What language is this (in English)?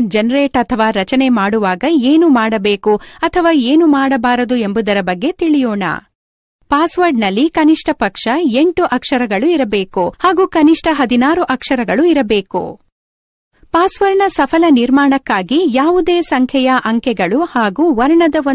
Kannada